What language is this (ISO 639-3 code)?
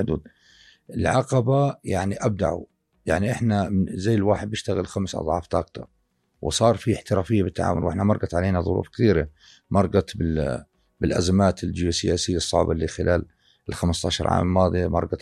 apc